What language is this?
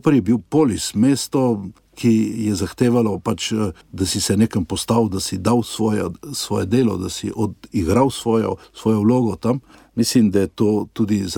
Slovenian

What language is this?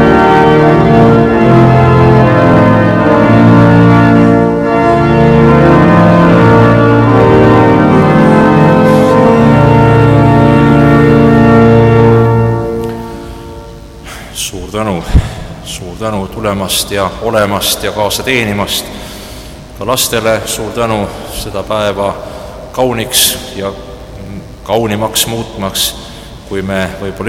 Estonian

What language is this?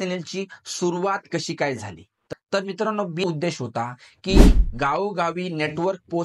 Marathi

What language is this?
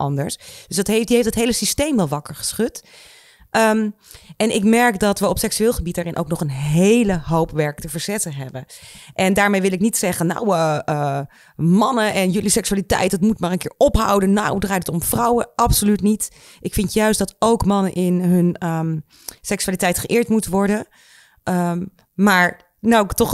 Dutch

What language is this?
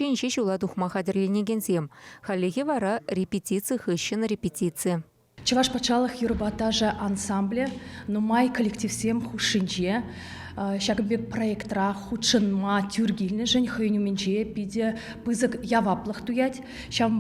Chuvash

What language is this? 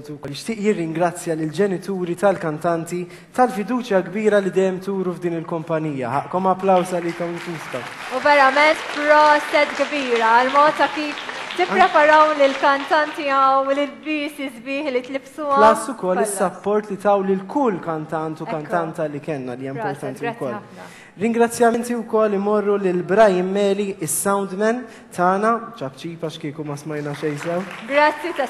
Maltese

